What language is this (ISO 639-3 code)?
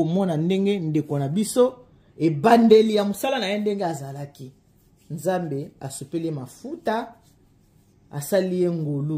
lin